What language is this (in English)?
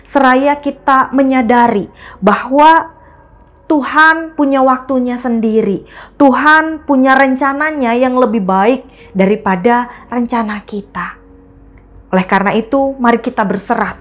Indonesian